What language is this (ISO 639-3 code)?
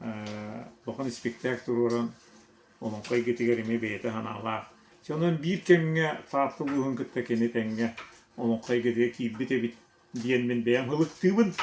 sah